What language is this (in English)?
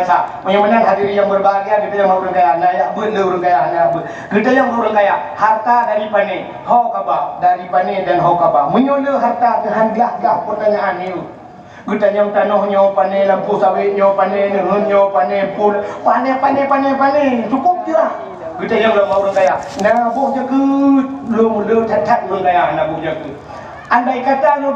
Achinese